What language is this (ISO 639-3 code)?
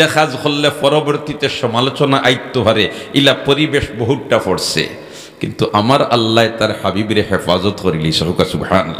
syl